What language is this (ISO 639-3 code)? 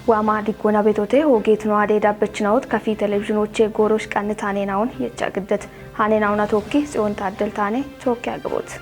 kbr